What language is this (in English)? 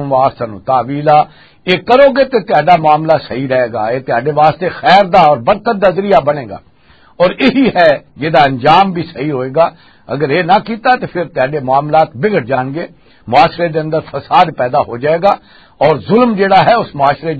Western Panjabi